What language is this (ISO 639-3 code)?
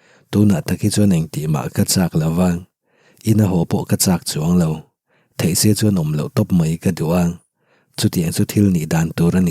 lus